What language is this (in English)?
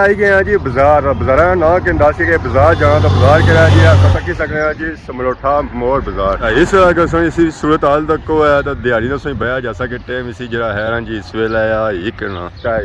Pahari-Potwari